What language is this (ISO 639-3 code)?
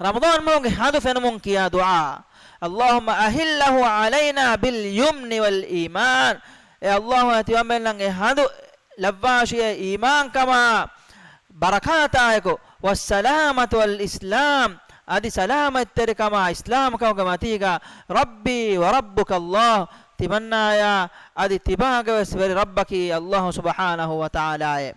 div